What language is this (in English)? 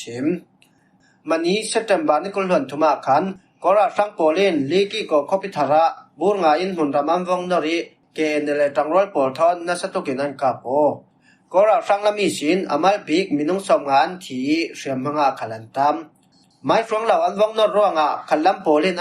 Falam Chin